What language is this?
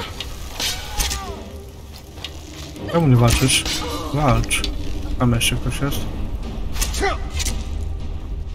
Polish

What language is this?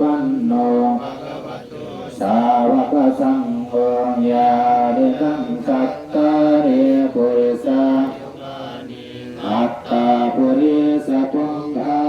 Pali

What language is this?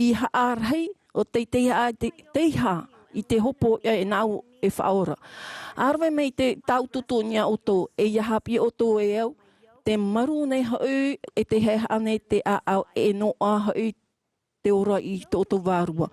Tahitian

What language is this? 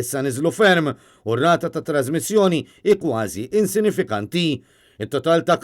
Maltese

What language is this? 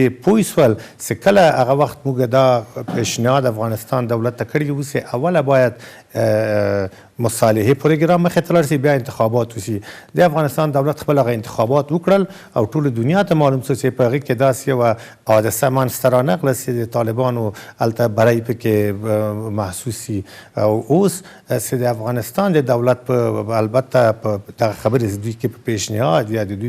Pashto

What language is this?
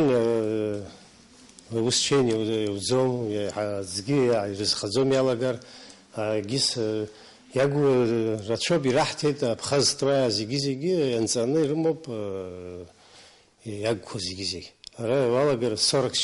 Abkhazian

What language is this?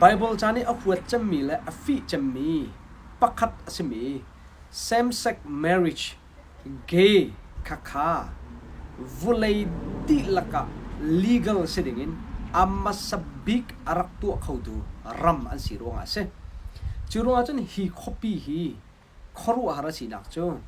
Hakha Chin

